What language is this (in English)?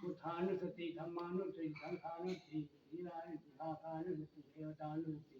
Northeastern Thai